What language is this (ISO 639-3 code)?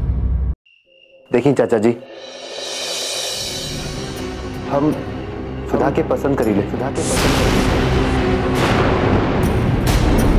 bho